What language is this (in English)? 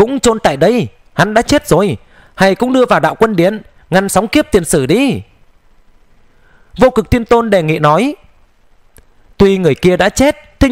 Vietnamese